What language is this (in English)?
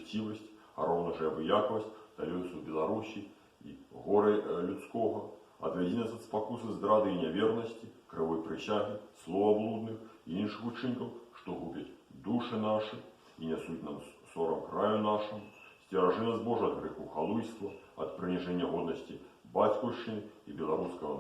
Belarusian